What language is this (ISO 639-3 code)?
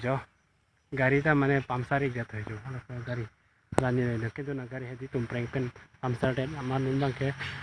mjw